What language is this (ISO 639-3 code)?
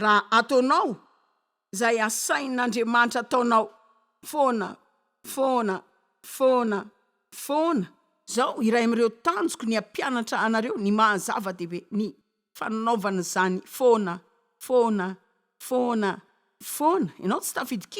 mlg